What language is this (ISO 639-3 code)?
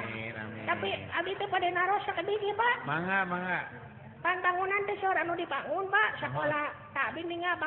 sun